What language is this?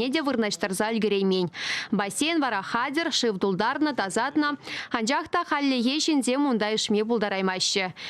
Chuvash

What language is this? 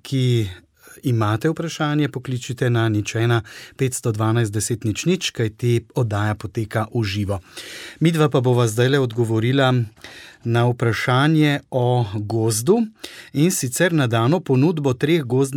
Slovenian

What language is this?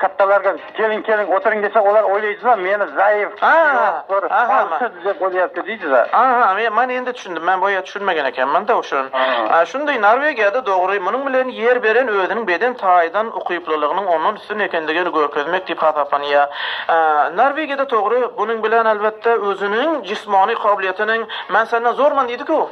Uzbek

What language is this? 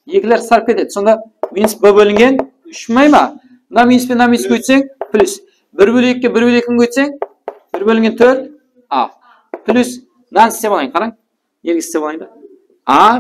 Kara-Kalpak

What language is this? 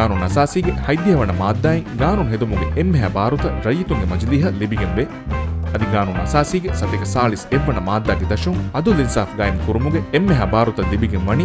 Divehi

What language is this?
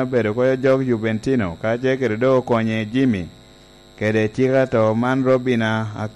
Lango (Uganda)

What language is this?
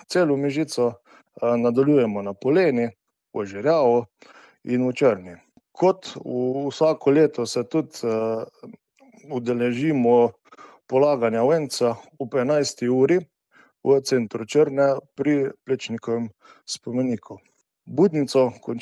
Slovenian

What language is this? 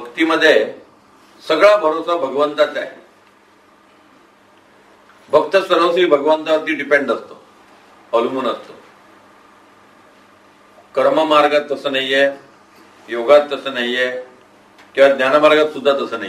Marathi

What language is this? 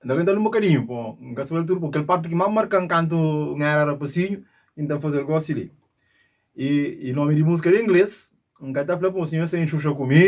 Kabuverdianu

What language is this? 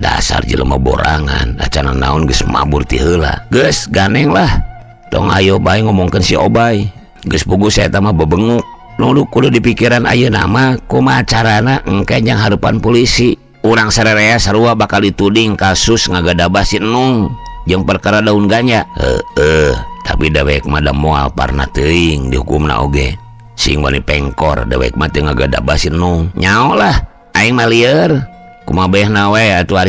Sundanese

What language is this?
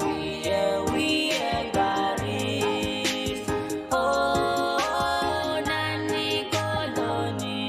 Pohnpeian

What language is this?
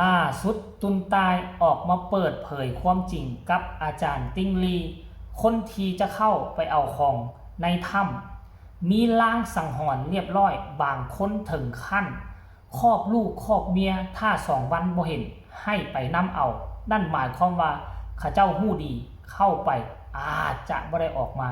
Northeastern Thai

